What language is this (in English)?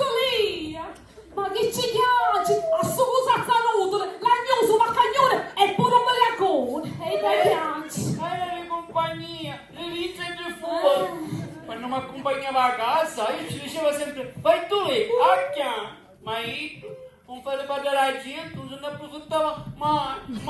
Sicilian